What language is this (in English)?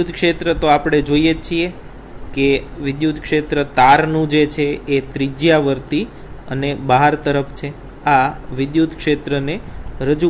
Gujarati